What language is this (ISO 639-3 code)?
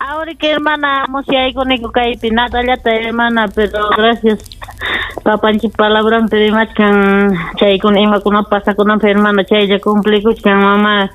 quy